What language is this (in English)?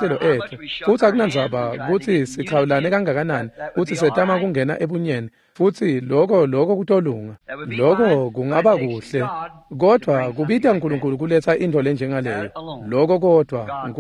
Swati